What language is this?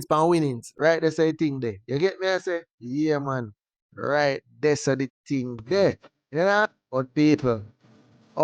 Jamaican Creole English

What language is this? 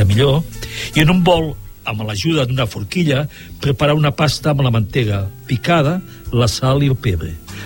Catalan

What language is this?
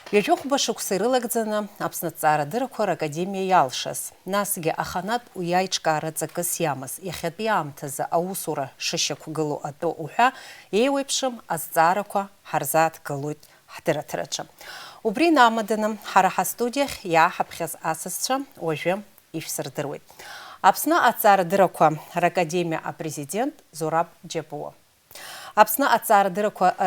Abkhazian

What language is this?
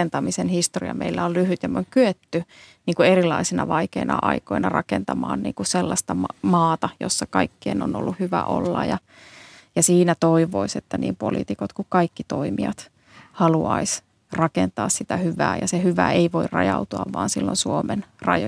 Finnish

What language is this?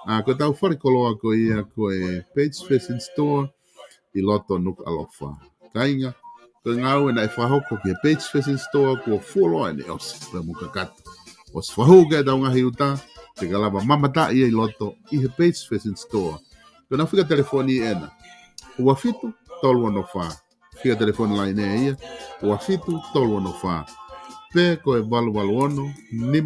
Tongan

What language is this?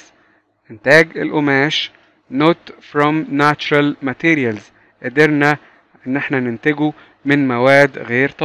Egyptian Arabic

